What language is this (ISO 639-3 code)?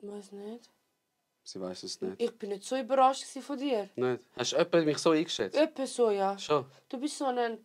gsw